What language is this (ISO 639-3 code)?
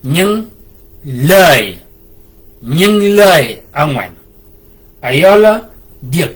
shk